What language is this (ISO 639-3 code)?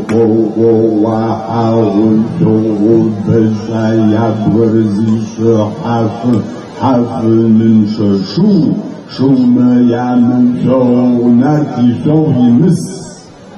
kbd